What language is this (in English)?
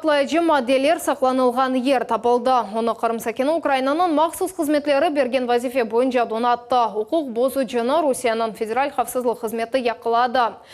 Crimean Tatar